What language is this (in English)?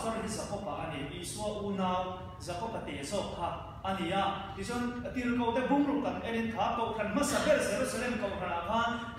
Mizo